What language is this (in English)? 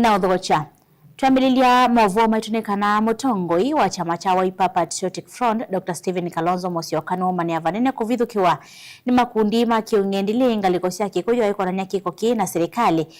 Kamba